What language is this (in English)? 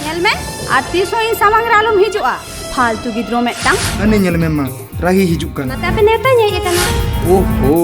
Santali